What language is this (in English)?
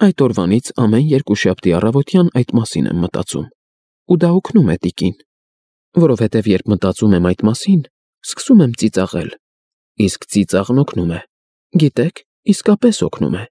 Armenian